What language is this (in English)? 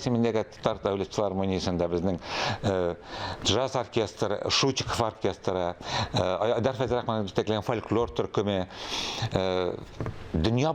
Tatar